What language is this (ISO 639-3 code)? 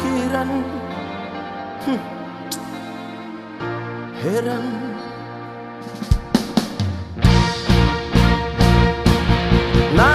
ind